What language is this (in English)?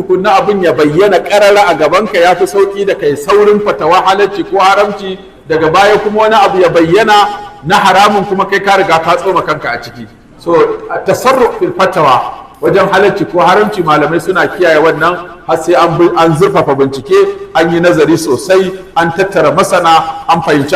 Hausa